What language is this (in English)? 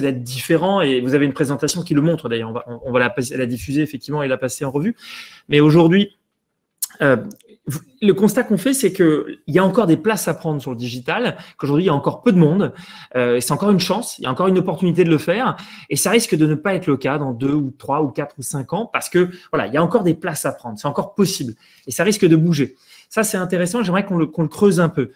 French